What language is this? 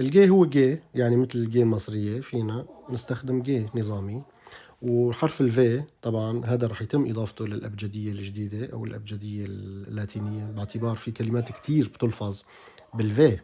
North Levantine Arabic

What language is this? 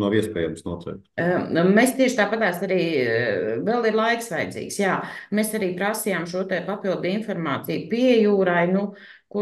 Latvian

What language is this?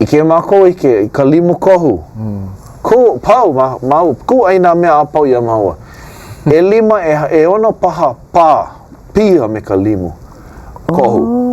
Hawaiian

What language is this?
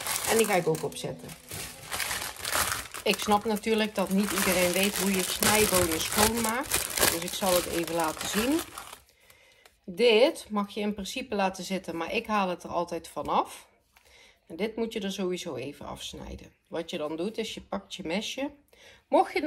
Dutch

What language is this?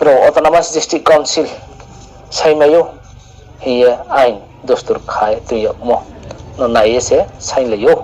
Riang (India)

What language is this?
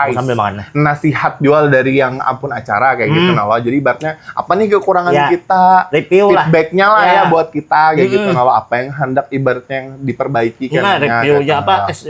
Banjar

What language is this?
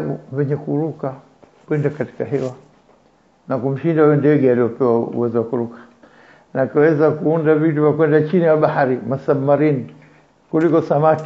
Swahili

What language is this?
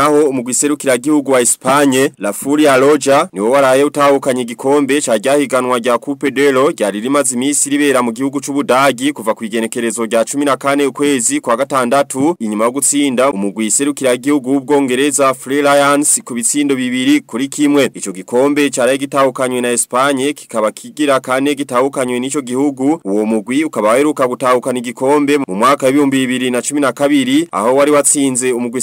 Rundi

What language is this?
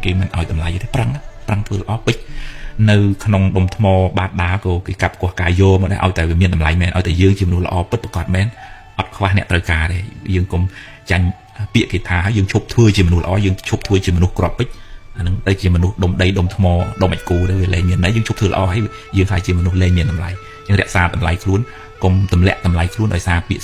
Khmer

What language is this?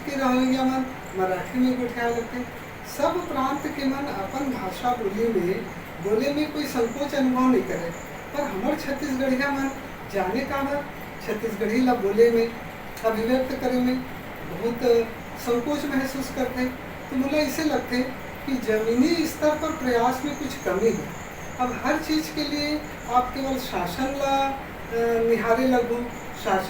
Chhattisgarhi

